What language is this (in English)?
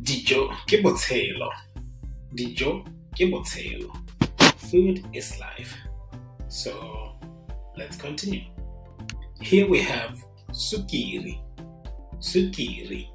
Tswana